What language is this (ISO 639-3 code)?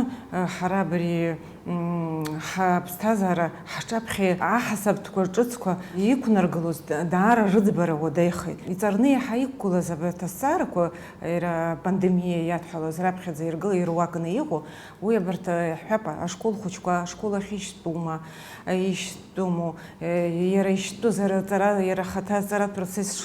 abk